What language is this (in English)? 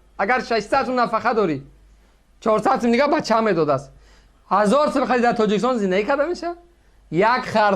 Tajik